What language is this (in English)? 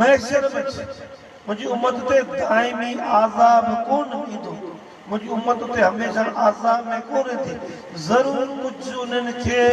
Sindhi